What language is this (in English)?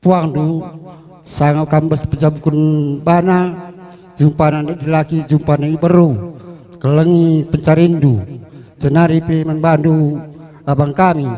Batak Karo